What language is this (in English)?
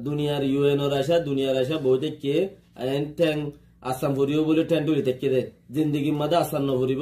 Rohingya